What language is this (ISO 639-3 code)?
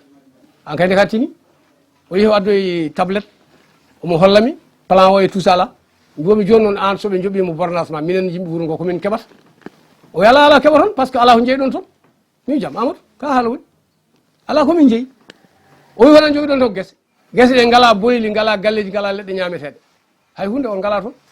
ful